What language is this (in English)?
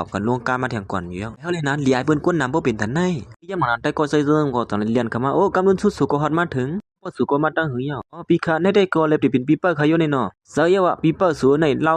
Shan